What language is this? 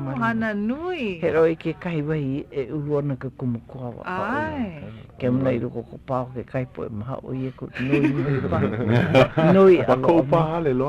Hawaiian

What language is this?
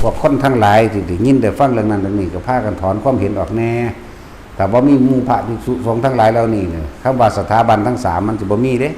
Lao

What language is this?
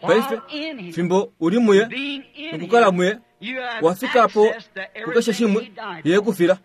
Kuanyama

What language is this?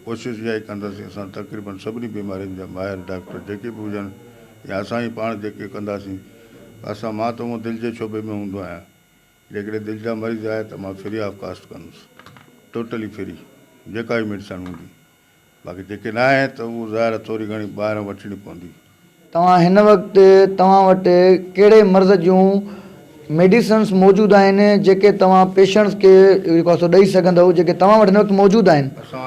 Sindhi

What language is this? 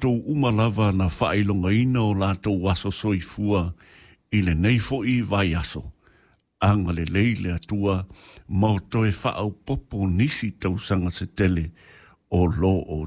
Samoan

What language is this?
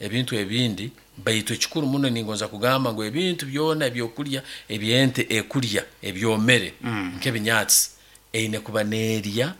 Nyankole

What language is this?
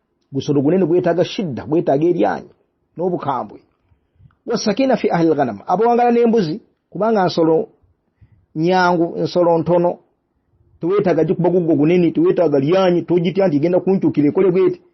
Ganda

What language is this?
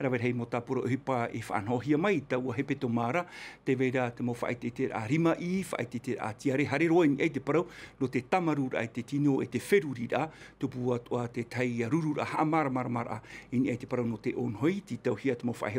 Tahitian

